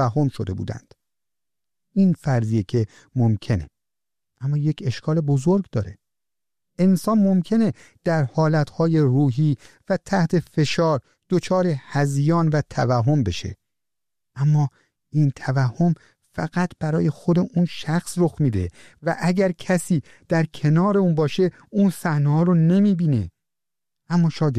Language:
Persian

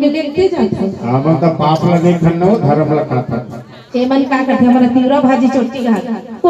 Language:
Chhattisgarhi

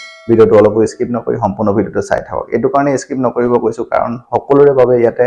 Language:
Assamese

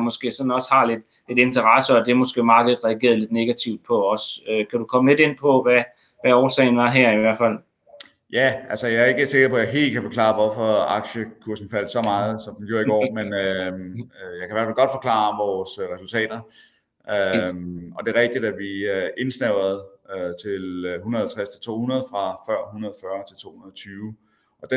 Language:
Danish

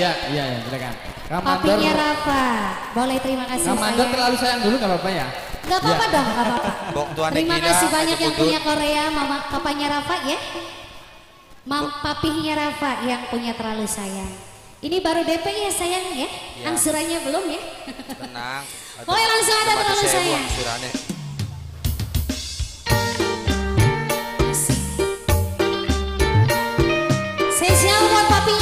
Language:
Indonesian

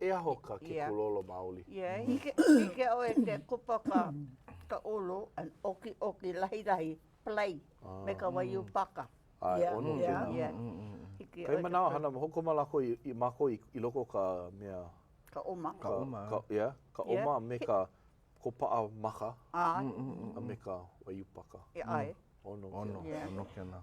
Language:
Hawaiian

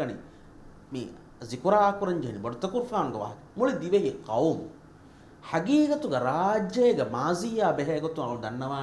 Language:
Divehi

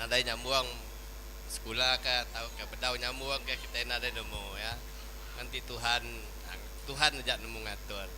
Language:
Iban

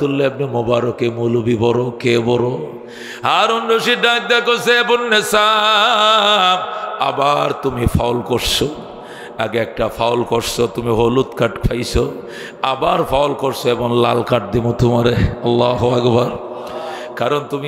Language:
Bangla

